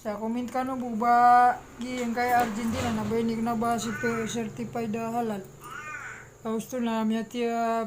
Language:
Maranao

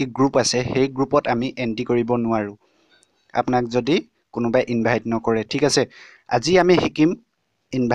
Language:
Assamese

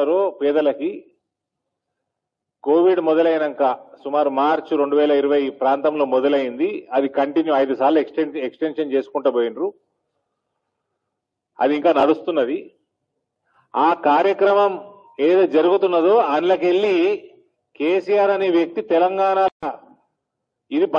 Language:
Telugu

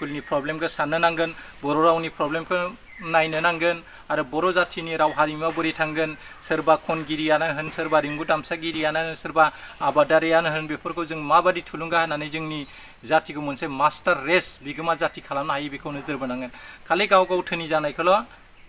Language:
Bodo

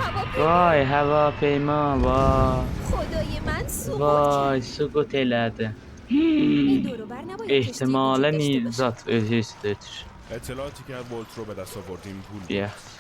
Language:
South Azerbaijani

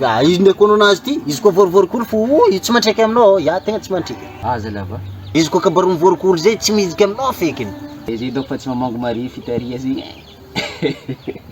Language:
Malagasy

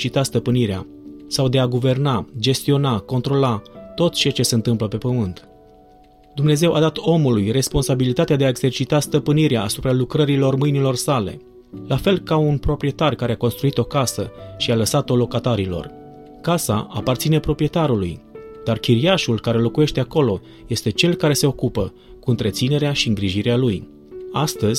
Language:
Romanian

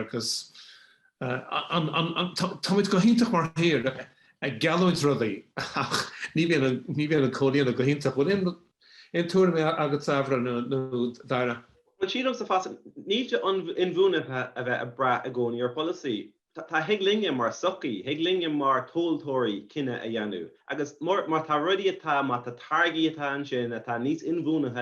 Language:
Irish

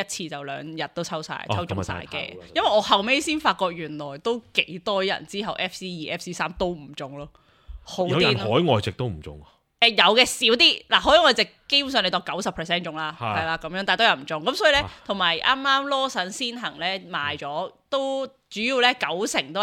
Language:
Cantonese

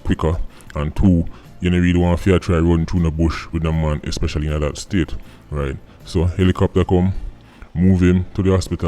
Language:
Jamaican Creole English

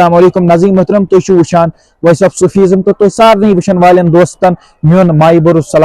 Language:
Kashmiri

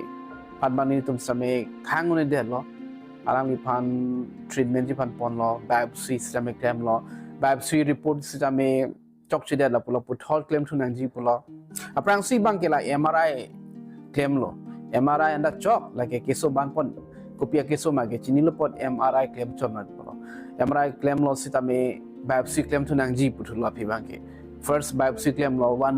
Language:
Karbi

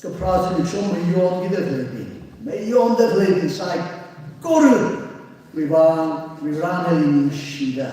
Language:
Tangkhul Naga (India)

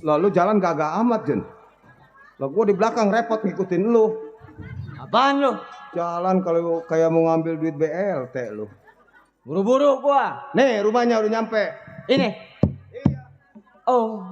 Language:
Betawi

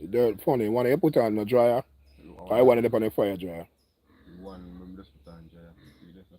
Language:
Jamaican Creole English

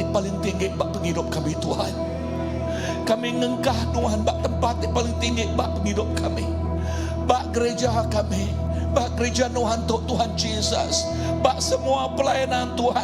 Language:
Iban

